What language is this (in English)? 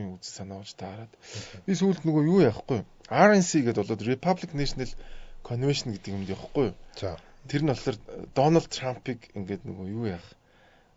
Mongolian